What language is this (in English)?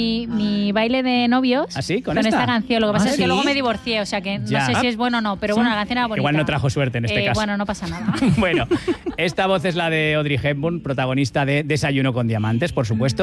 Spanish